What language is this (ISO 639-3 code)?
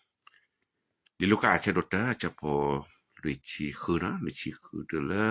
ksw